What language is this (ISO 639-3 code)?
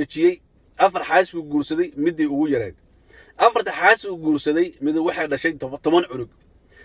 som